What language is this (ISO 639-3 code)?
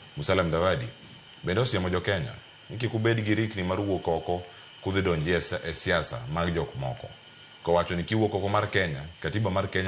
luo